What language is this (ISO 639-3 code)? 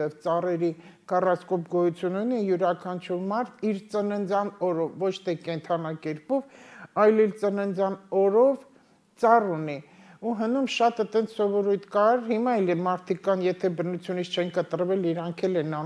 hye